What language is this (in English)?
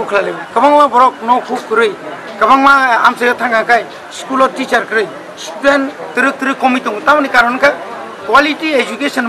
Kok Borok